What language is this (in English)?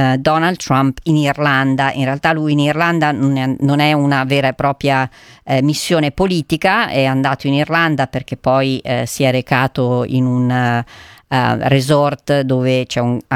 Italian